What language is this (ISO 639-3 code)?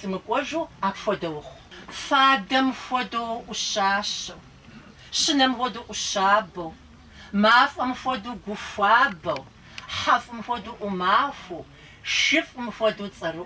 kbd